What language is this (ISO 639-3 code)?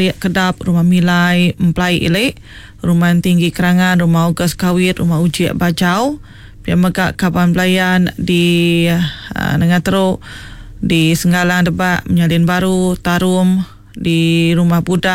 iba